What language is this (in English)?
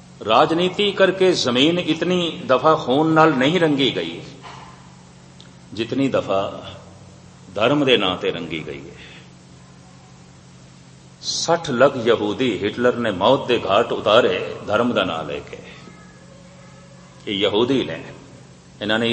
Punjabi